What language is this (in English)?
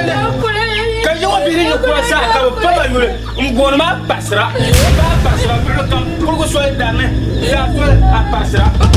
Dagbani